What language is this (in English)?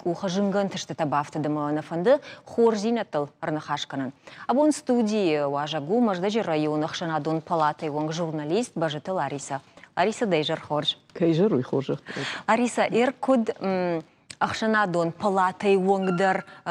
Ossetic